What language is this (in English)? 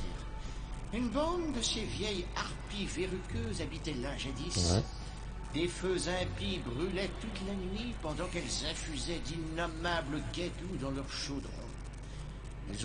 French